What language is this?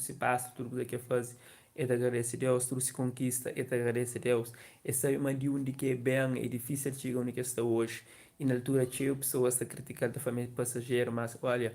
Kabuverdianu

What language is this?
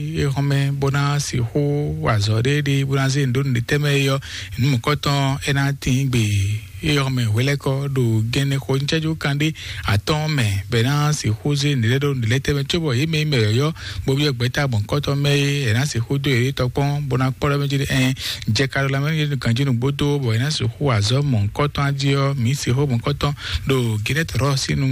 Fon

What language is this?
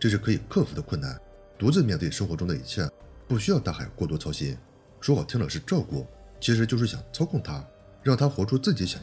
Chinese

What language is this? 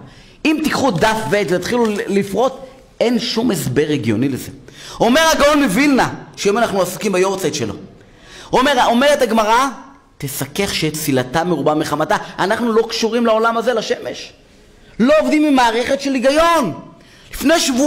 Hebrew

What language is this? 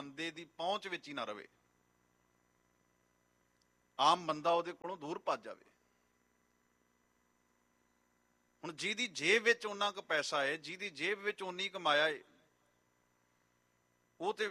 Punjabi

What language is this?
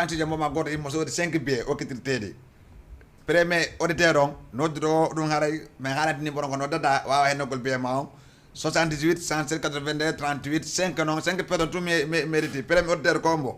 Fula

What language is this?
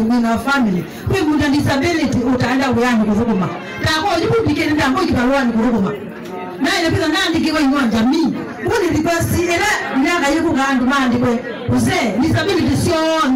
Kamba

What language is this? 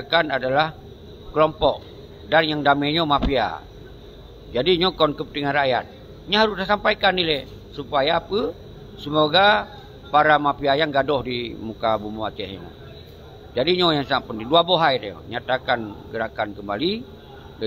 Achinese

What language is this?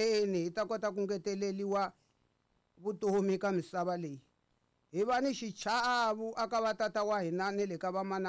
Tsonga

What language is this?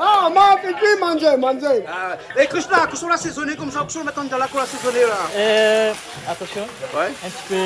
Réunion Creole French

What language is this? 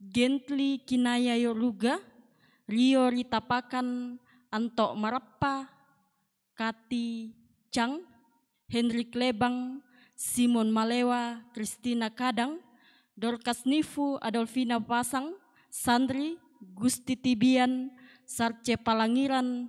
Toraja-Sa'dan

